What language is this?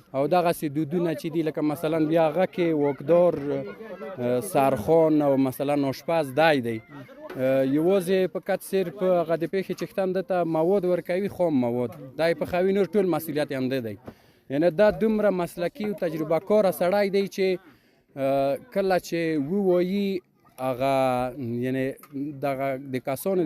Pashto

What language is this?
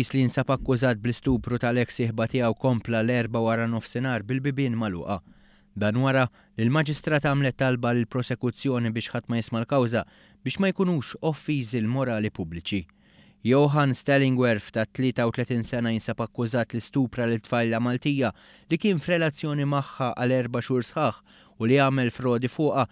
Maltese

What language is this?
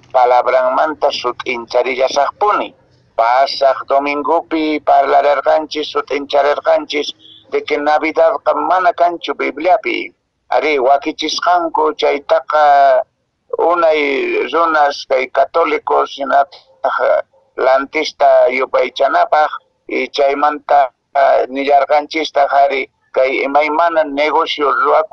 Quechua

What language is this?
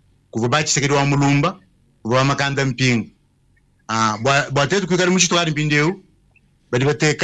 Luba-Lulua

